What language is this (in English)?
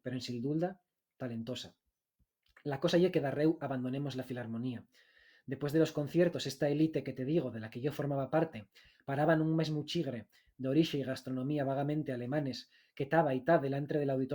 Asturian